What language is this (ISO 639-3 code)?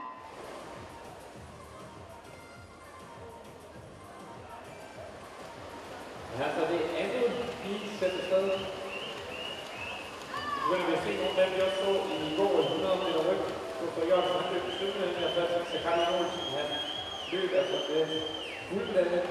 dan